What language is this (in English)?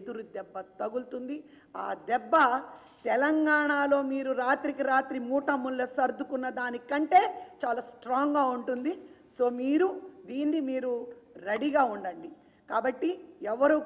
Telugu